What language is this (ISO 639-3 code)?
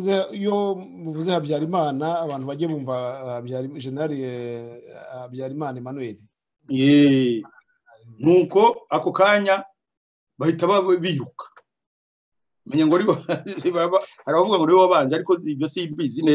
kin